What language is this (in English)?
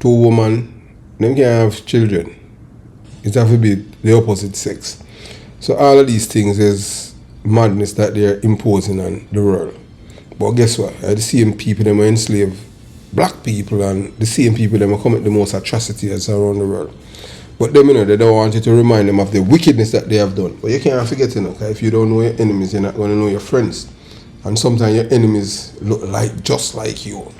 Jamaican Creole English